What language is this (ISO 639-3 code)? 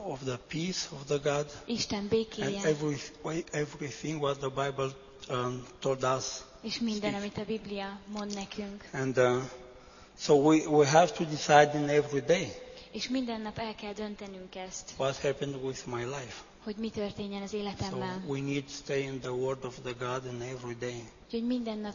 hun